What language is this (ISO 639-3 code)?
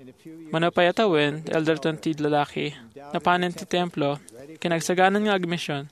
ilo